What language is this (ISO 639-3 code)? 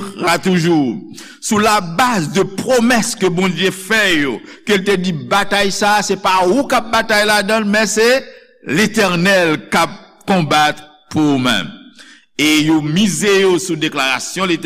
hat